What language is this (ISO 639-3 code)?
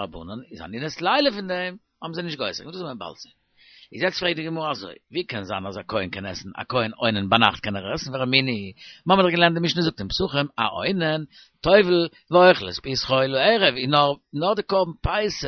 yid